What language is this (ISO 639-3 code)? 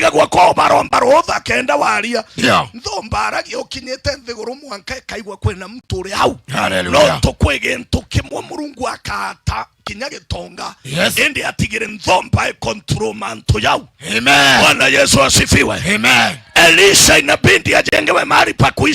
mer